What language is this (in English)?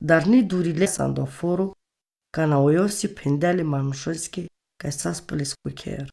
Romany